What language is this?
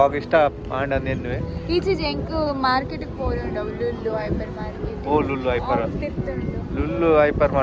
Tulu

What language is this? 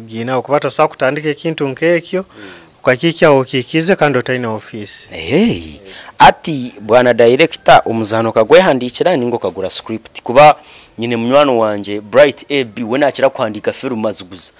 Nyankole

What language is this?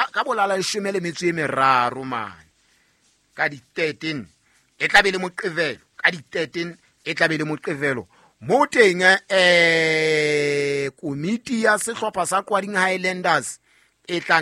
Southern Sotho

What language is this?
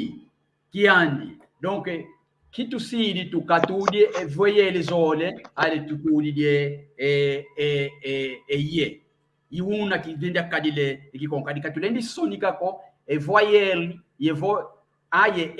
San Salvador Kongo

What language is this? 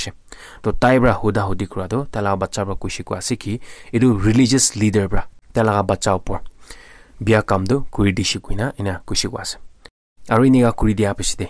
Naga Pidgin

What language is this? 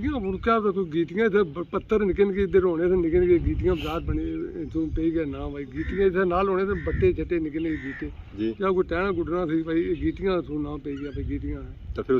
Pahari-Potwari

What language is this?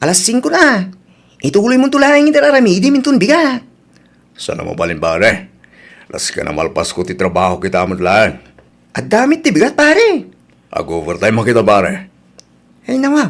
Iloko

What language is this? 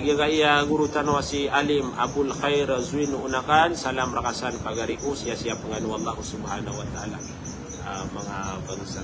Maranao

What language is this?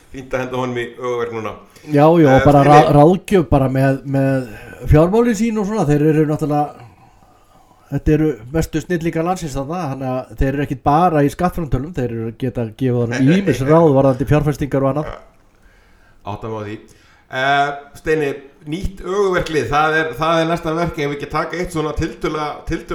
Icelandic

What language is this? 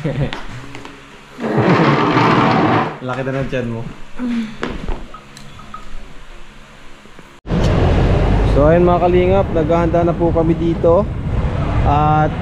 Filipino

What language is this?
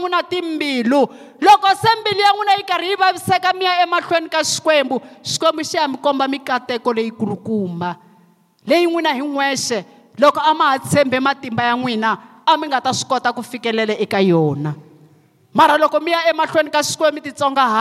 Tsonga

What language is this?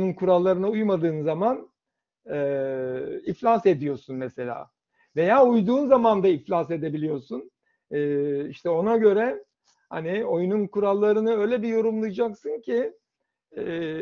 Turkish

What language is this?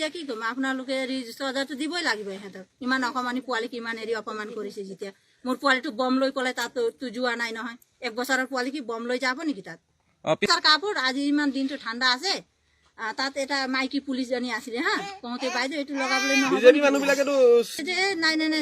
Assamese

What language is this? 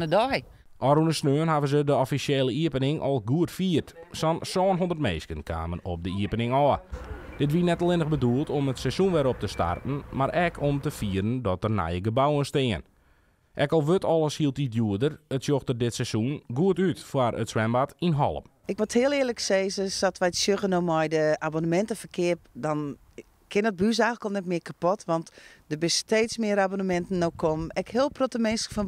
Western Frisian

